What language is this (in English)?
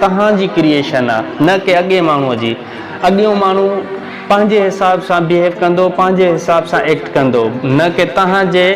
Sindhi